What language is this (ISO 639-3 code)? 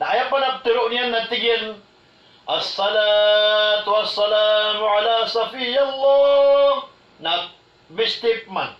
mrw